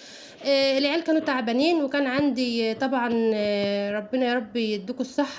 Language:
Egyptian Arabic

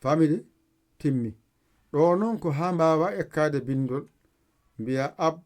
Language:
Fula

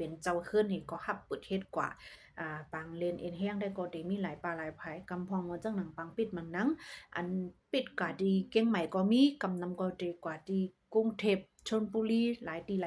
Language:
Shan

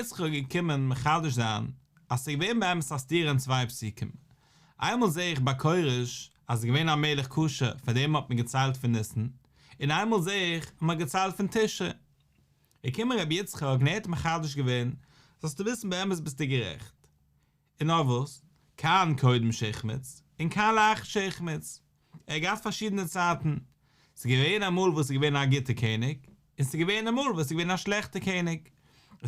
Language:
Yiddish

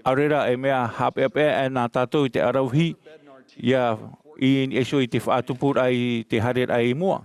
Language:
Tahitian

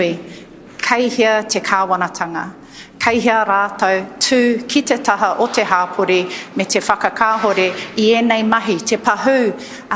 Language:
Māori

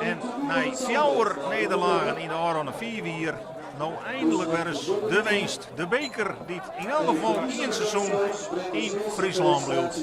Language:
Western Frisian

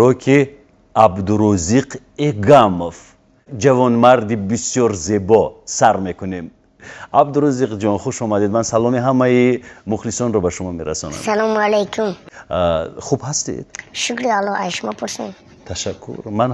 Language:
Tajik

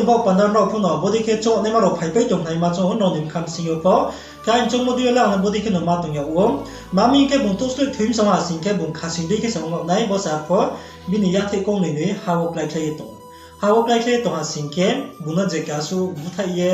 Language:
Riang (India)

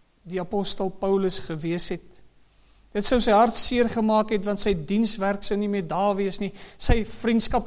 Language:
Afrikaans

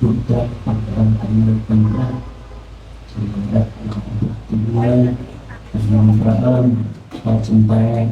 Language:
Central Mnong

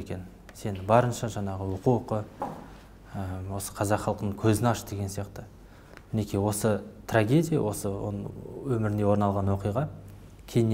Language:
Kazakh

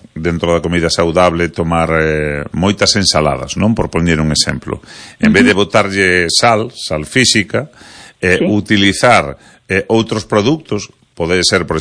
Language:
Galician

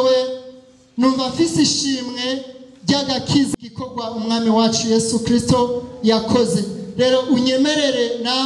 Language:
Rundi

